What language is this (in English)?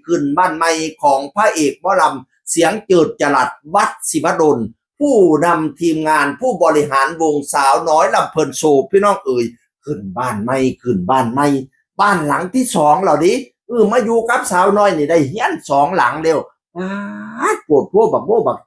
Northeastern Thai